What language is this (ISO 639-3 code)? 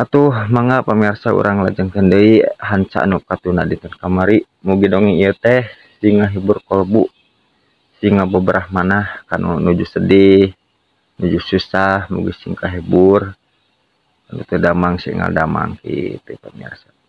sun